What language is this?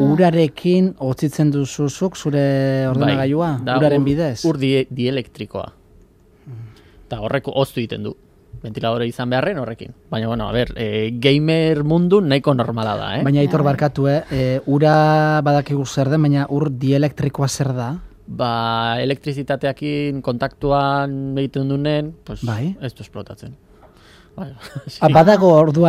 Basque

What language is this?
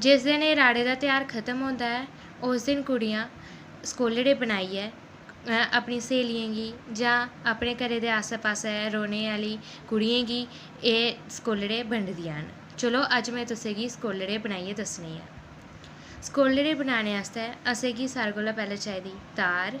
Dogri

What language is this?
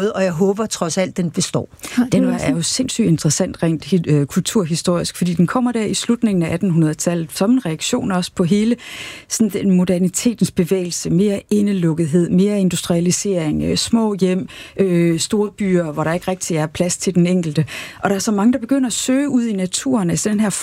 Danish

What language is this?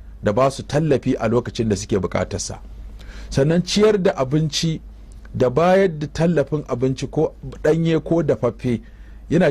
Hausa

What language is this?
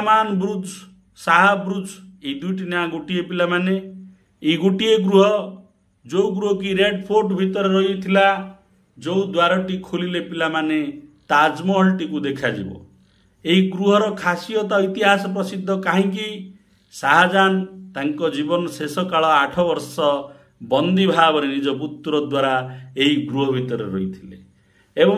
Odia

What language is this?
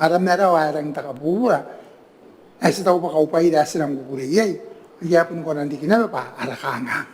Gilbertese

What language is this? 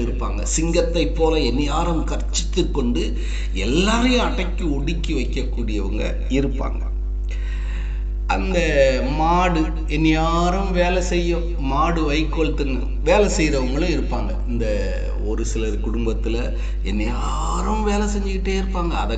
Tamil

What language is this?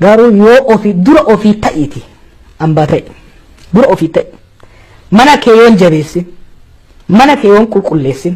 Oromo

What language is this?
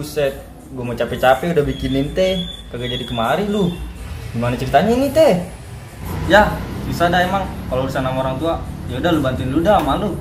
Betawi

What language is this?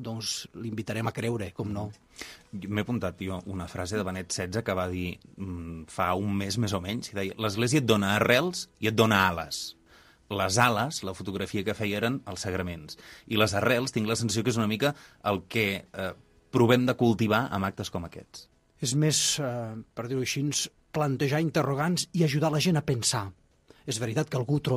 Catalan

